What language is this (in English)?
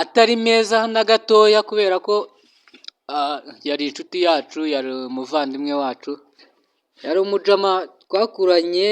Kinyarwanda